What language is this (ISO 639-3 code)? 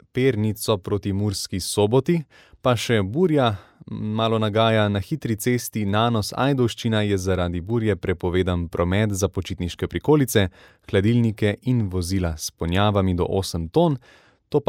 slv